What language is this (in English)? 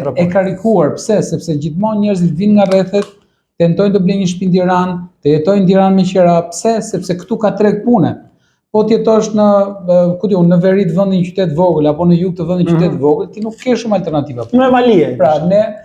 Albanian